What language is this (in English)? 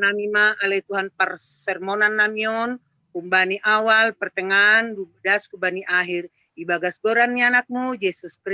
Batak Simalungun